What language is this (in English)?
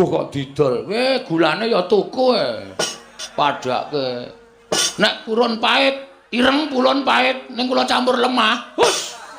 Javanese